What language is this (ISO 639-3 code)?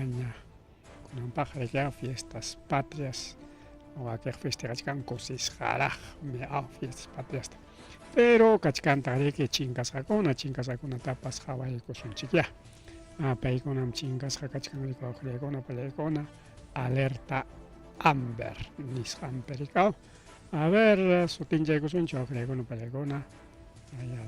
quy